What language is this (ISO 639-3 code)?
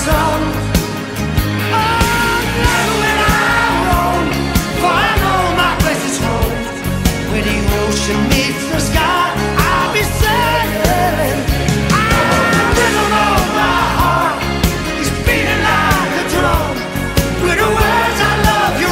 eng